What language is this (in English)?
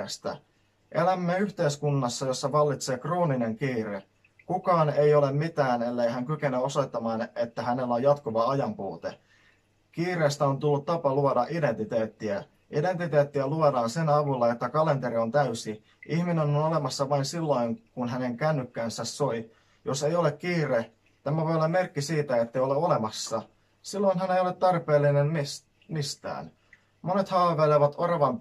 Finnish